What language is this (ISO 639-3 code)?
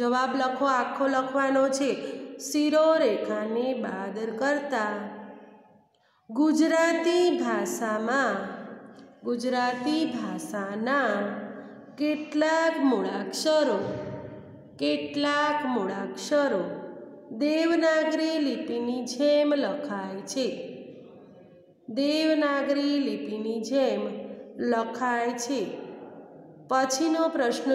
guj